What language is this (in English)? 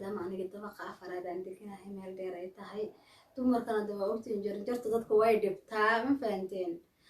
Somali